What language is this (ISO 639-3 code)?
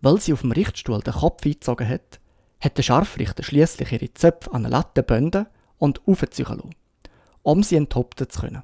gsw